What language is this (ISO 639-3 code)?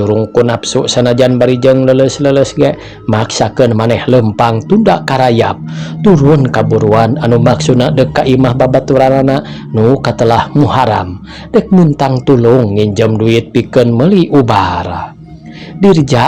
sun